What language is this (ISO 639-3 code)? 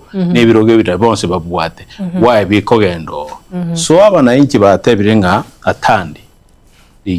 guz